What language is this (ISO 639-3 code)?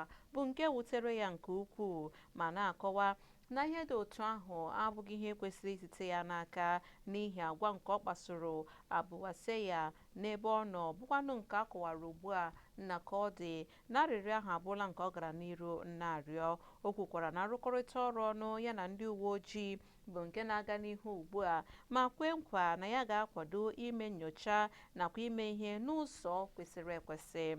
ibo